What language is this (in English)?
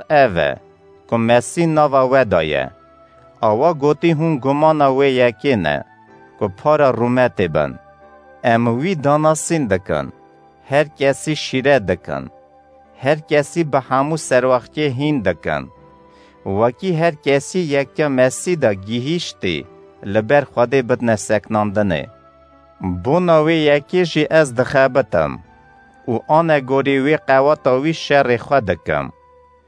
Kurdish